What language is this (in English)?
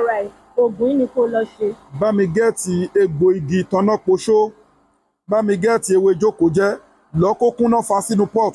Yoruba